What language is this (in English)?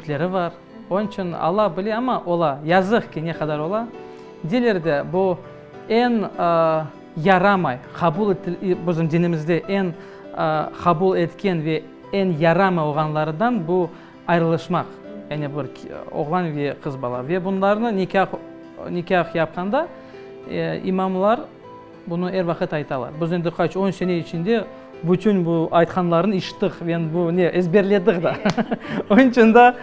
Crimean Tatar